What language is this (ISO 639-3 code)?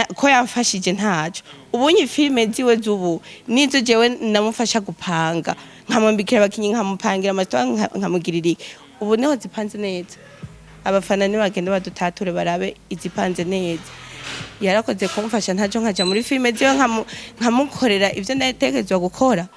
run